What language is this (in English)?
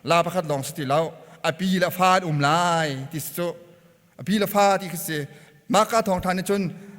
Hakha Chin